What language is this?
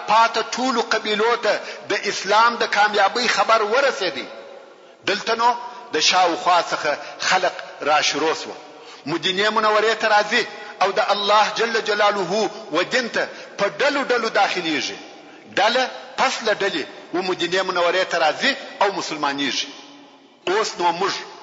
Pashto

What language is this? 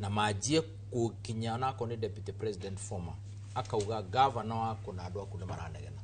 Kikuyu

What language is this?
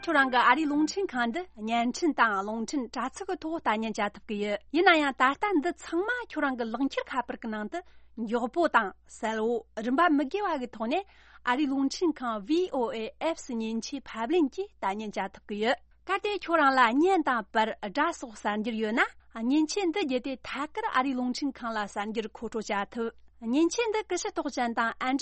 Tibetan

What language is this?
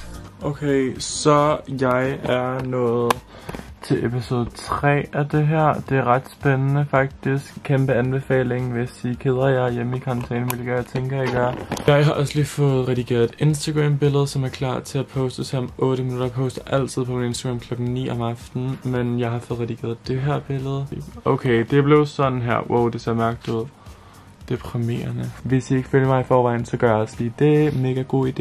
Danish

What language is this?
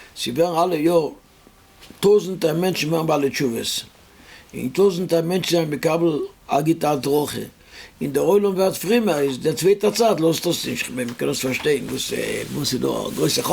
Yiddish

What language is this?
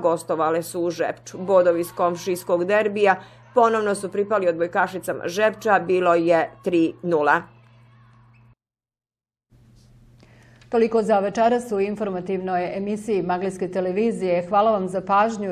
Bosnian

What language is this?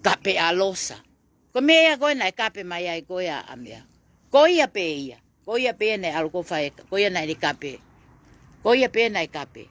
Tongan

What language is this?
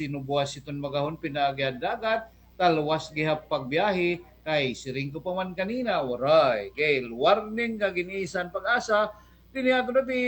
Waray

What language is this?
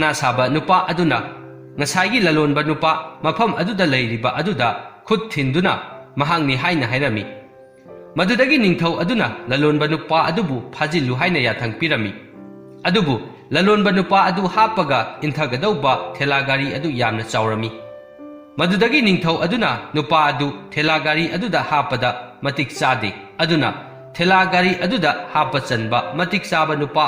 Manipuri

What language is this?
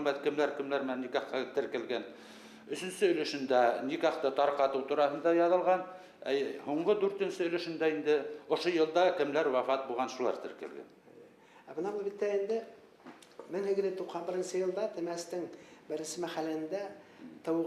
Bashkir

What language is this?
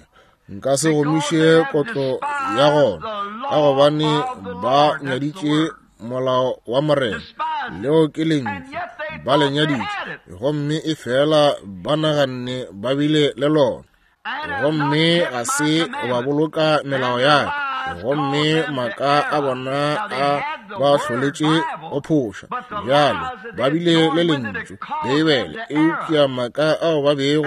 Northern Sotho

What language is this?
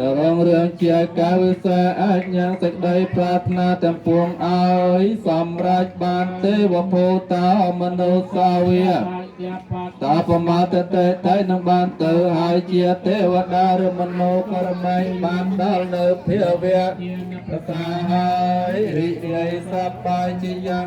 Khmer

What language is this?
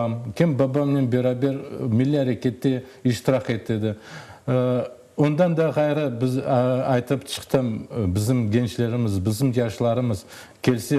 Crimean Tatar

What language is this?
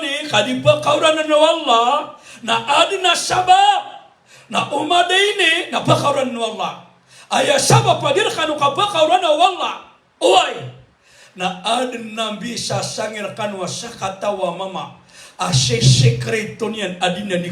Maranao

